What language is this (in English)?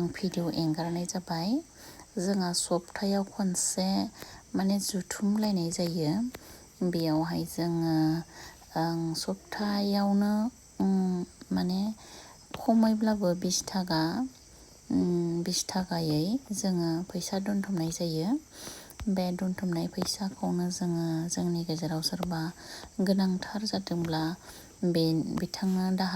Bodo